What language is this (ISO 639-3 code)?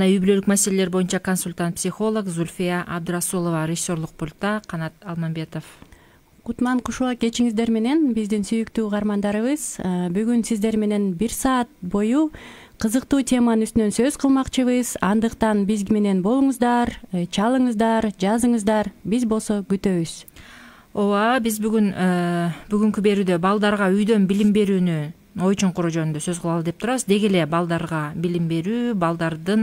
kir